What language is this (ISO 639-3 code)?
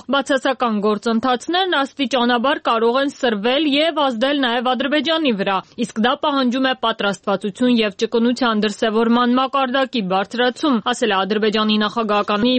hye